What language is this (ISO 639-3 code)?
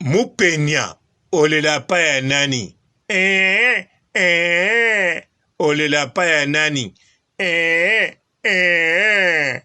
lin